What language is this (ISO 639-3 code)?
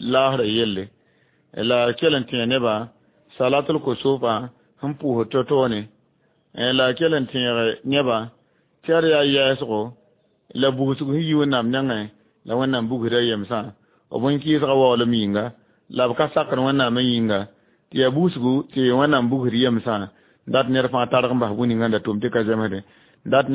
mos